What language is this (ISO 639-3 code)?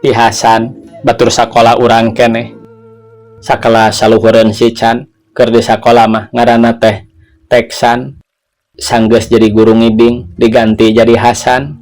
sun